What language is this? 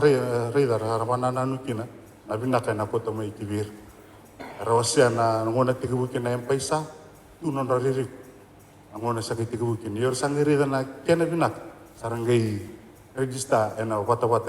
Fijian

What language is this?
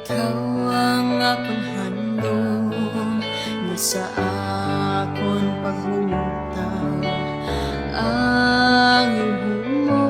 Hiligaynon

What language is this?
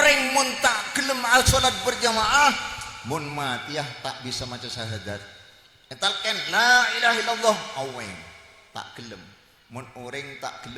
Madurese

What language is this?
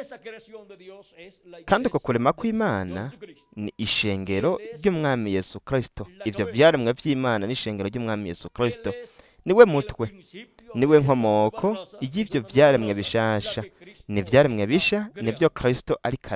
Rundi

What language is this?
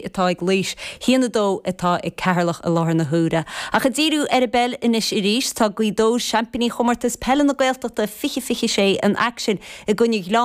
Irish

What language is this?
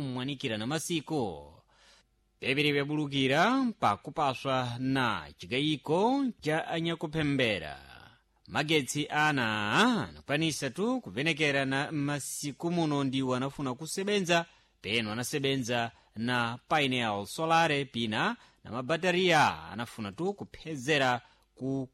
Sena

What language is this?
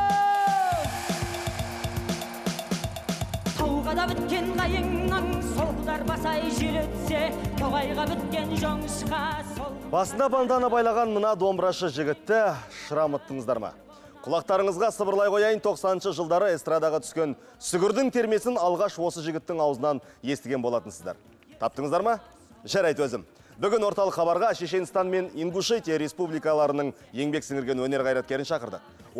Kazakh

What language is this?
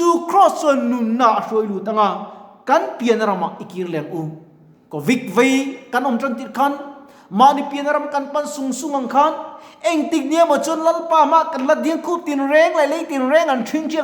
Mizo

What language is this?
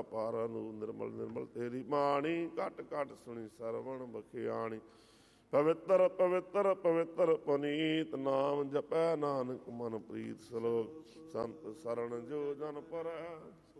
Punjabi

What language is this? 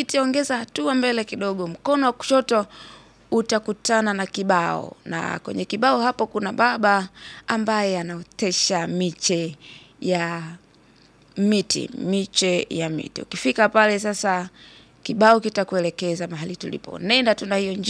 Swahili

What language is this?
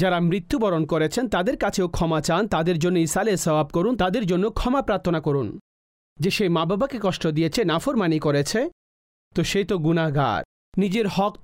Bangla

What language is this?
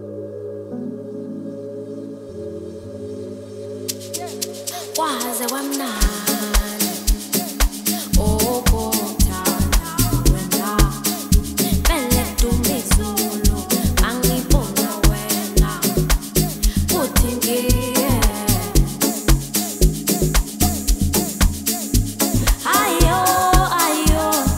Zulu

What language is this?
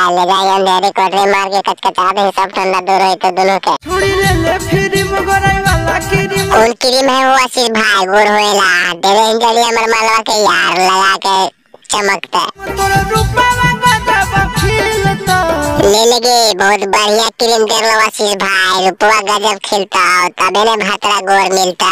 Magahi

